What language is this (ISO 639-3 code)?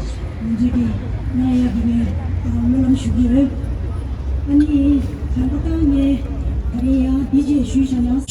bod